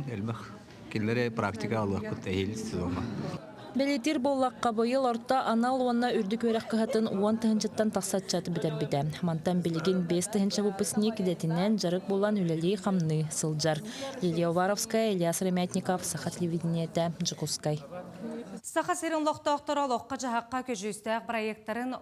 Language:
Yakut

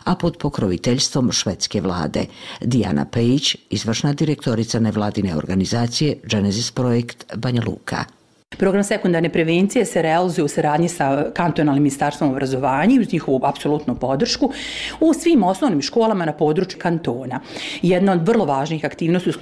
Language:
Bosnian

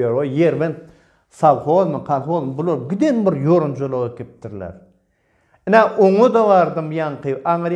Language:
Turkmen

